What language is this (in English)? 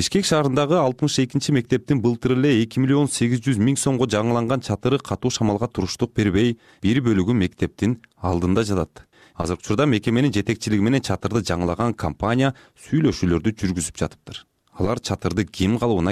Kyrgyz